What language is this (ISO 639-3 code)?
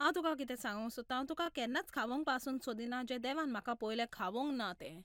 kok